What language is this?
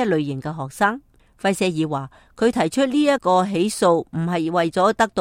Cantonese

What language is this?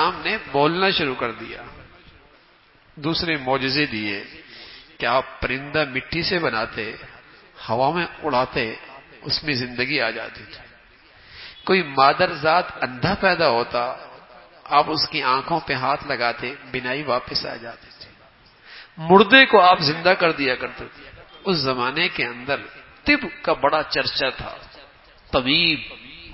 Urdu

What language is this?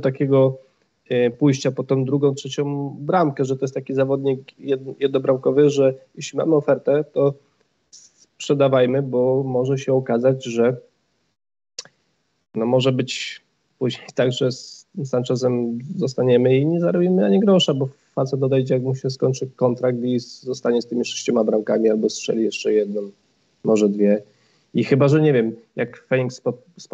Polish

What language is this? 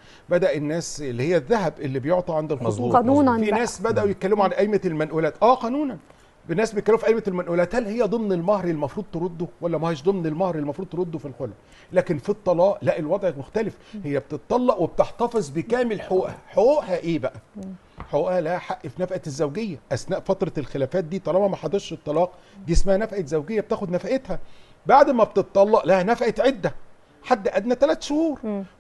Egyptian Arabic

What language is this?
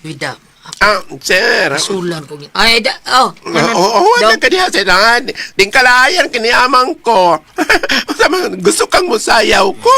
Cebuano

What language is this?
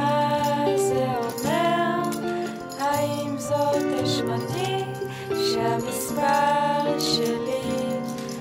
Hebrew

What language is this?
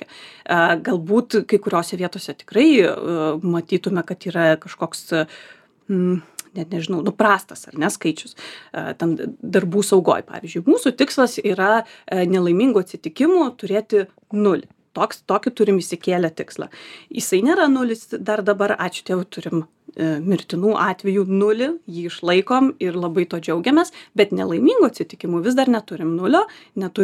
Lithuanian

